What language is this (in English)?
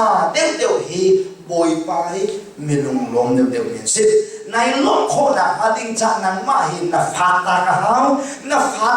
Hakha Chin